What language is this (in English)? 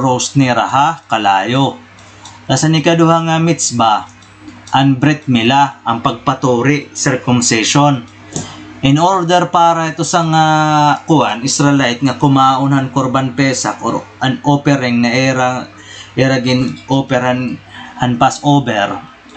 Waray